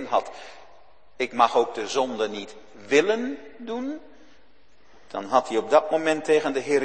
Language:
Dutch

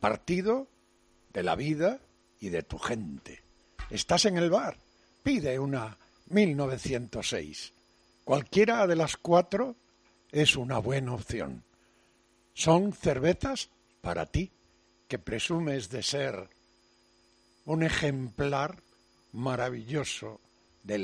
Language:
Spanish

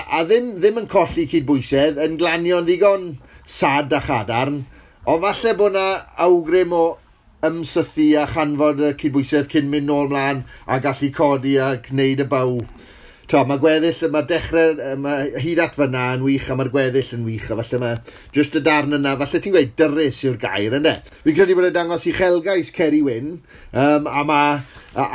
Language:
Welsh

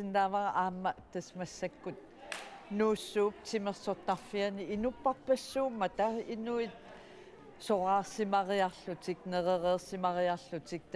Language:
Kalaallisut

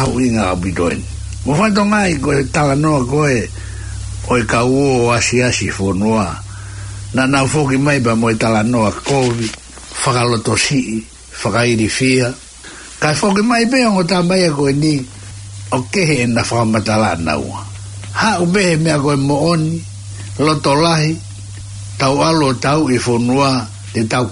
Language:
Tongan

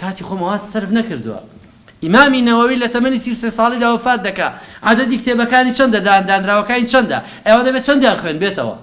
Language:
Central Kurdish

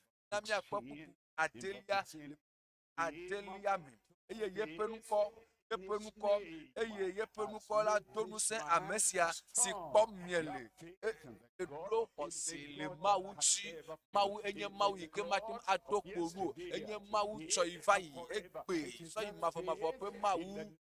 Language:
Ewe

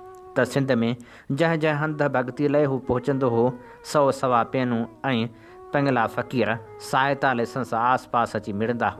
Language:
Sindhi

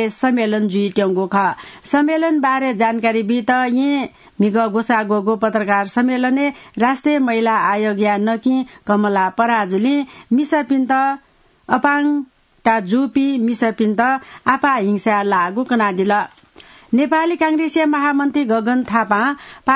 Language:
Newari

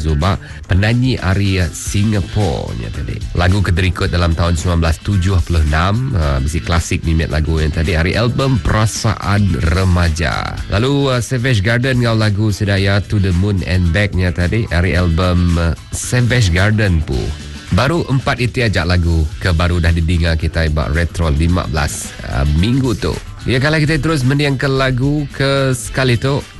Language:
Iban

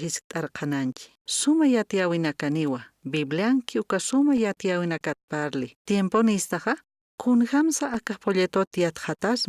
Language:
Aymara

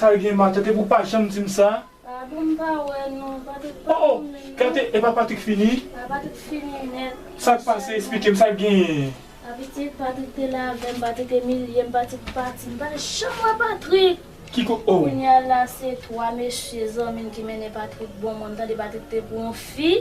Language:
Haitian Creole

